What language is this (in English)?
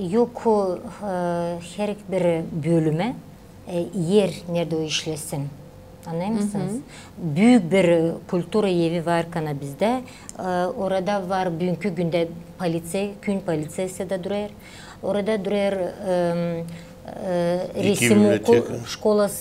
Gagauz